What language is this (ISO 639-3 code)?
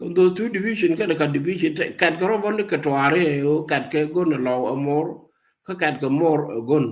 nus